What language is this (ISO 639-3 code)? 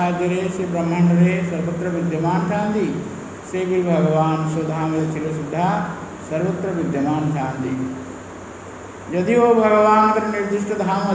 ori